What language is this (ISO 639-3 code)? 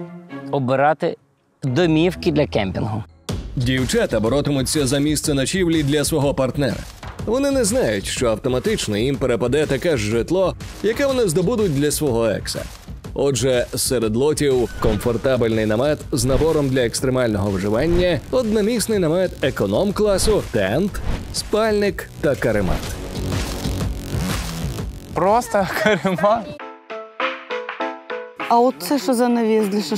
ukr